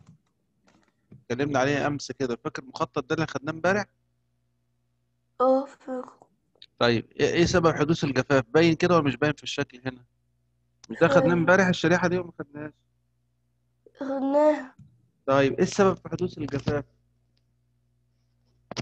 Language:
Egyptian Arabic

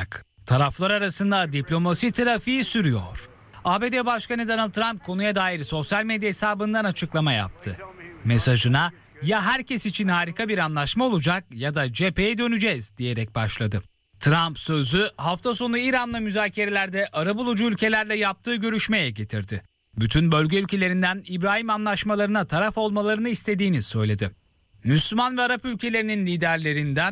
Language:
Turkish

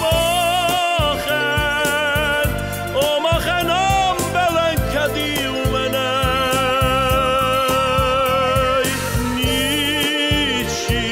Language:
Ossetic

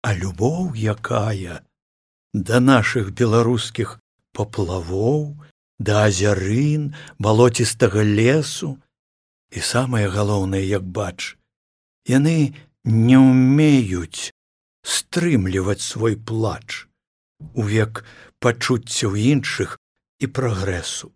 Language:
Belarusian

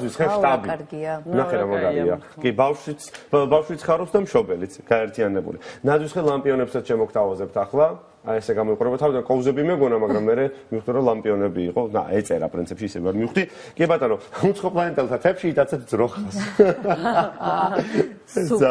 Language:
Georgian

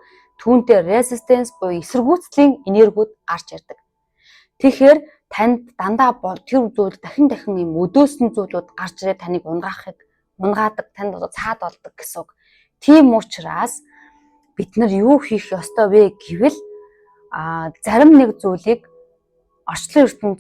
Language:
Mongolian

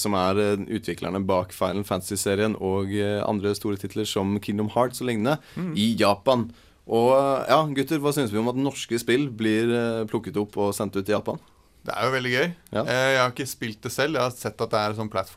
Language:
Norwegian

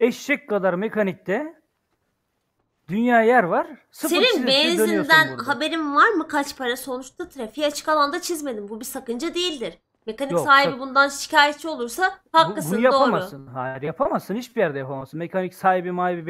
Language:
Turkish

